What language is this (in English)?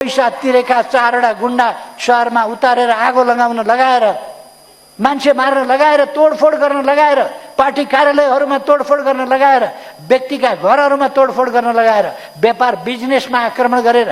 Nepali